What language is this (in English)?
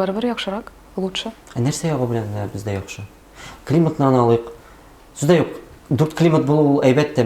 Tatar